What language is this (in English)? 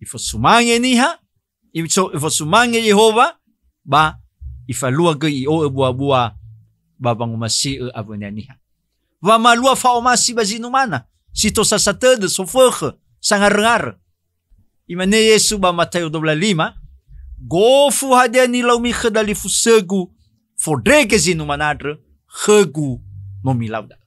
Nias